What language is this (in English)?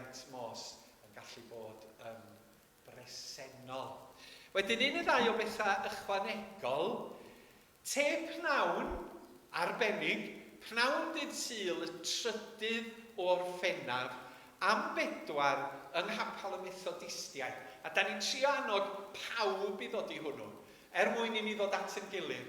Welsh